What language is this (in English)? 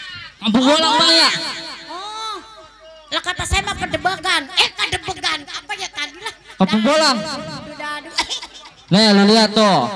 Betawi